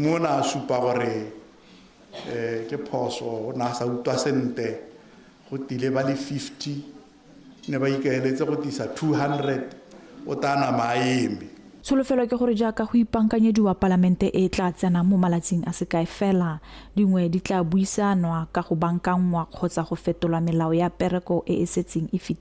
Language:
Tswana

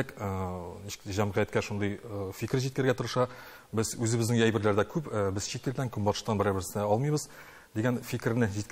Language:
Tatar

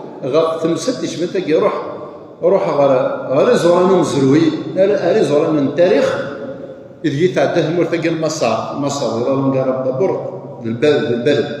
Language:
Kabyle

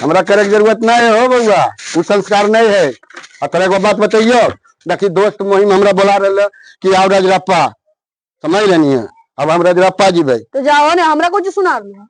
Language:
Magahi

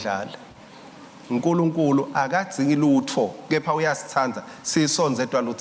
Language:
Swati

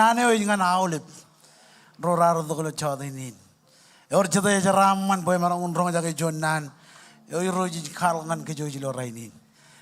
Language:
Marshallese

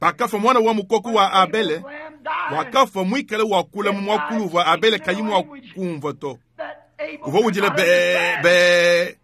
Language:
Luba-Lulua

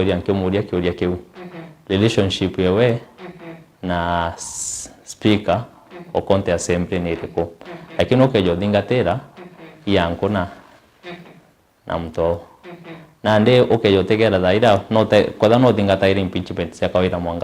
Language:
Meru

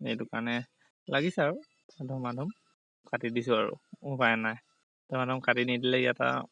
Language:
Assamese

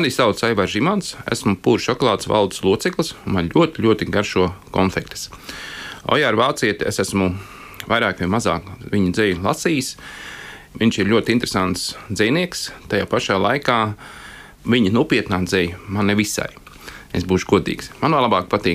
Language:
Latvian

